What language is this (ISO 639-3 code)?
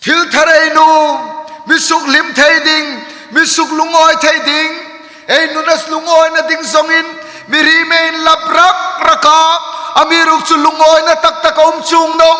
hmr